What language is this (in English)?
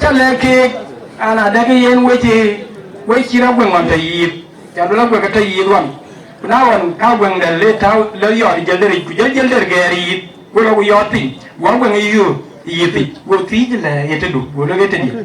Dinka